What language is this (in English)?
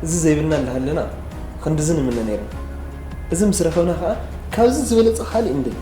Tigrinya